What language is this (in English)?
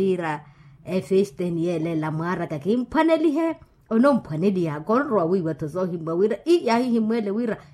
Makhuwa